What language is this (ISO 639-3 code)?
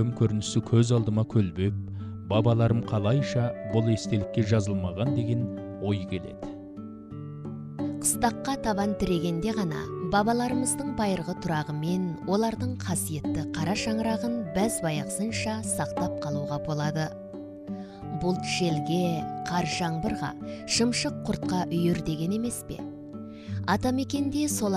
kaz